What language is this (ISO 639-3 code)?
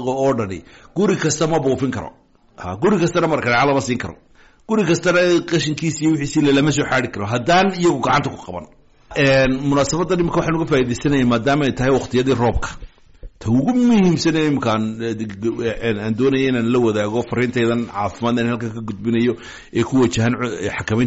som